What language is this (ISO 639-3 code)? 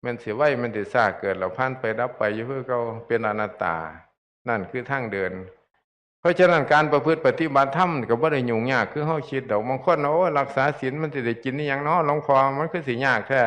tts